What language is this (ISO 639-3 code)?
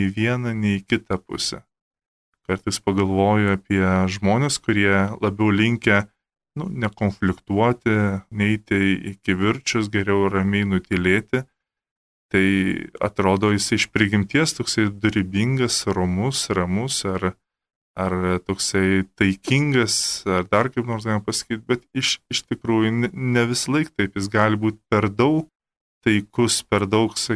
lit